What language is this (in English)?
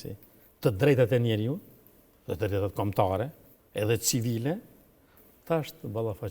Albanian